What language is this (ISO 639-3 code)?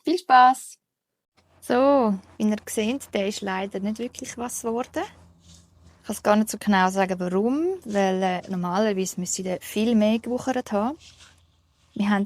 gsw